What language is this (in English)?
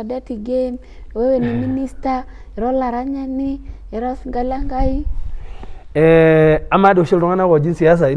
Masai